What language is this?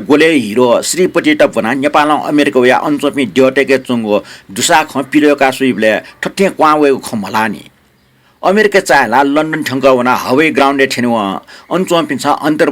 Newari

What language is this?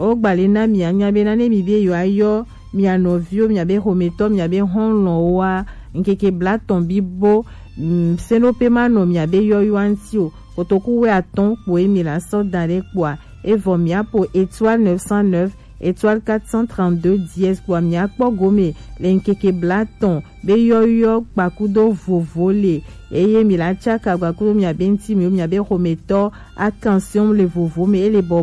Gen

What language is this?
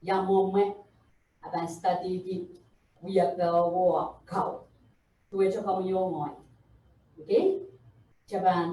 Pohnpeian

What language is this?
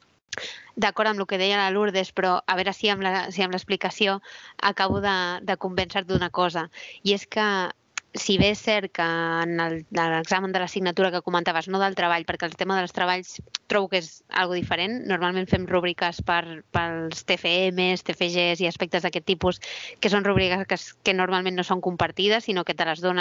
Catalan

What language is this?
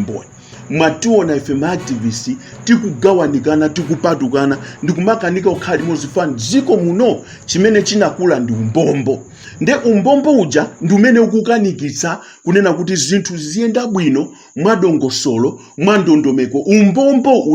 Nyanja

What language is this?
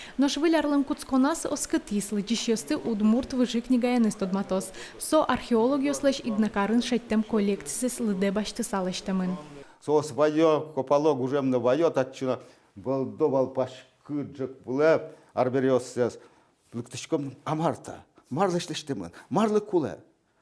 Udmurt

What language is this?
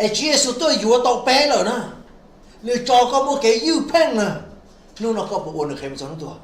Hmong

